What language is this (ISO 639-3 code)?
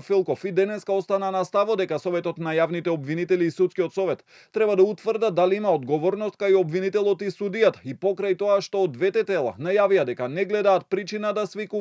mkd